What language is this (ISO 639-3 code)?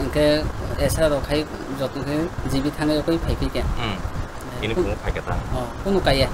trp